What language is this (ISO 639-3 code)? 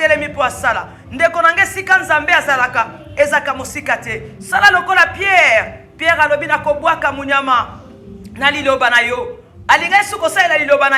lin